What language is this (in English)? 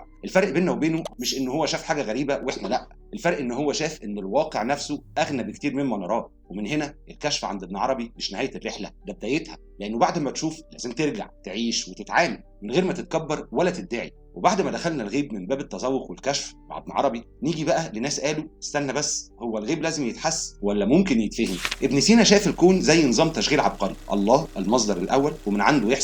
Egyptian Arabic